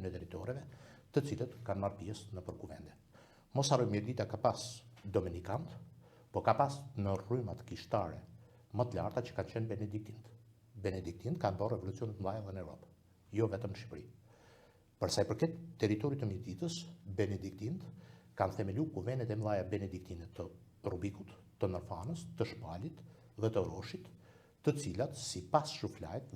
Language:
Albanian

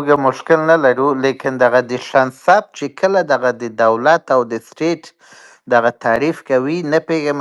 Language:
Pashto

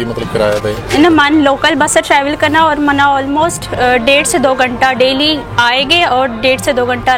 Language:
Baluchi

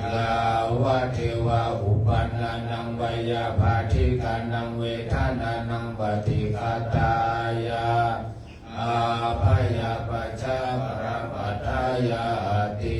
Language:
Pali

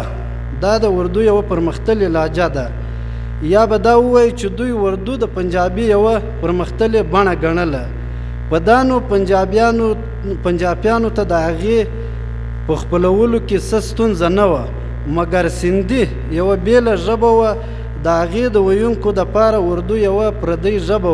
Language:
Pashto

